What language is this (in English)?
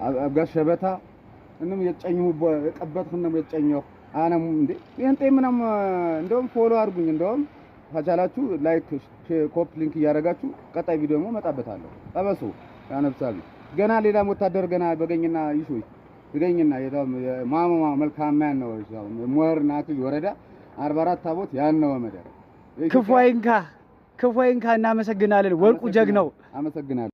Amharic